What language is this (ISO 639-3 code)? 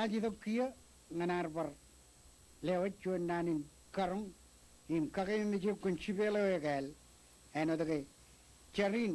mah